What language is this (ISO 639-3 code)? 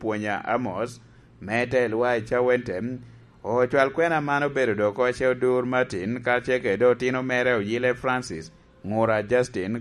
laj